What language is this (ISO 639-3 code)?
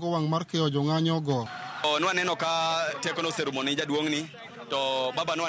luo